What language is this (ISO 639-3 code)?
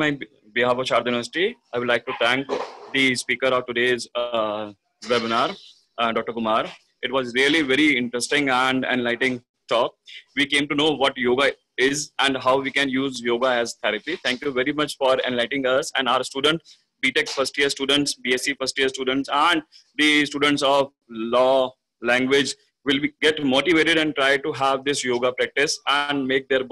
eng